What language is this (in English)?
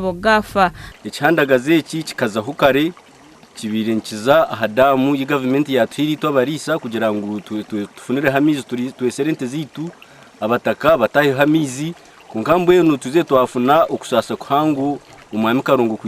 Nyankole